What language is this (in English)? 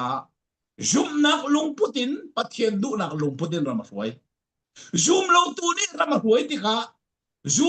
Falam Chin